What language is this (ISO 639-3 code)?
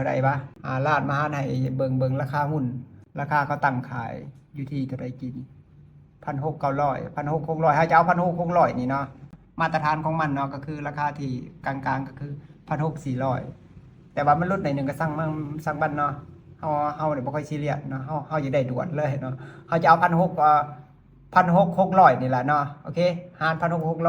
lao